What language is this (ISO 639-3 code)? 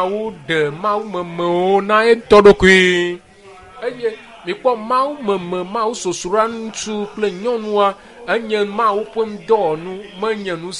ewe